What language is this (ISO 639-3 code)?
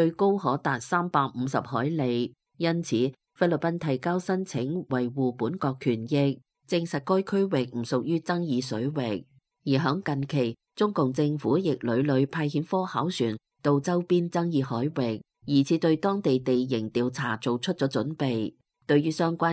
yue